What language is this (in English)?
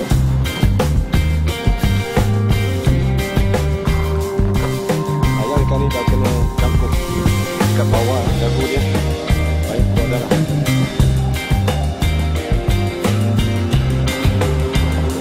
Malay